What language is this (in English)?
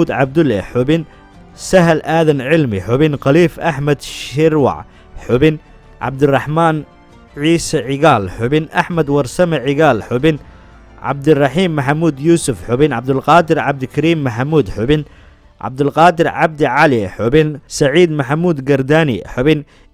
Somali